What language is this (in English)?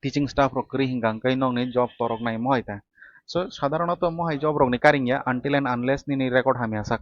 Kok Borok